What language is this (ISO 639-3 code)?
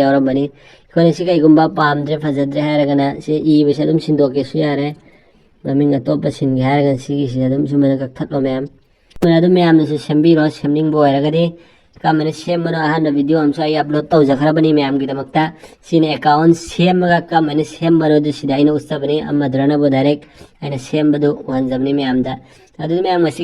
mni